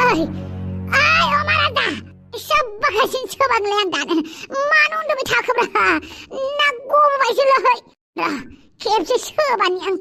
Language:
Bodo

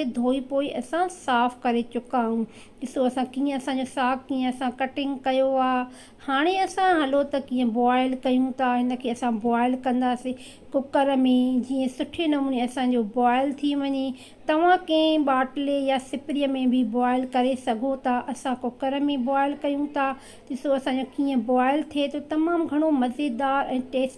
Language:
Sindhi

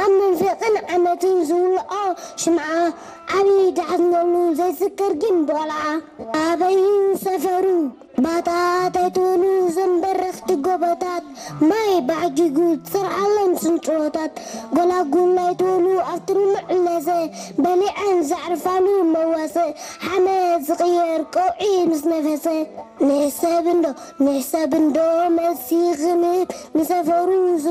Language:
Tigrinya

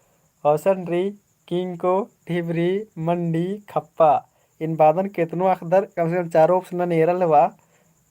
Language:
Kurukh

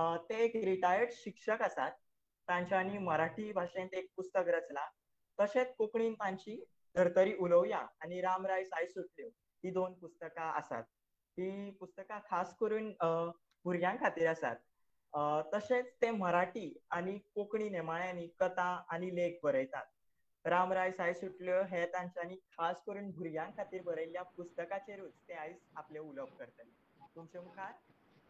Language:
Konkani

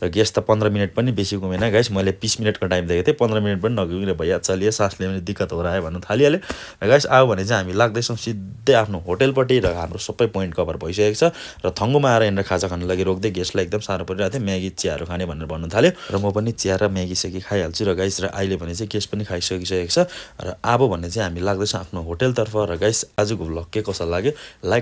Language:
Nepali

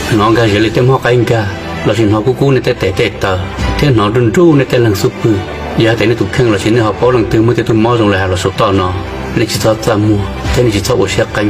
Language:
Hmong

